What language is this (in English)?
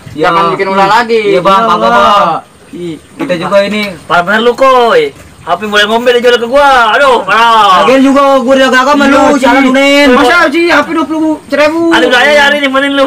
Betawi